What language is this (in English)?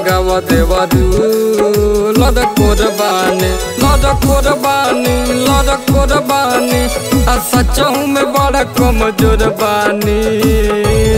Bhojpuri